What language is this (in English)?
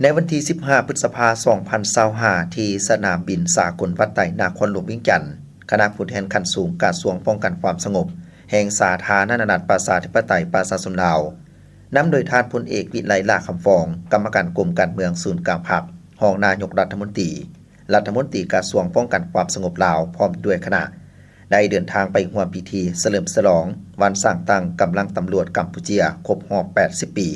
Lao